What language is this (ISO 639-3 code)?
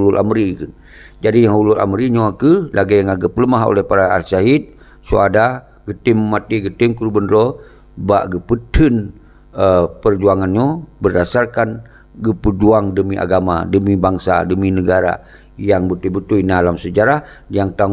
ace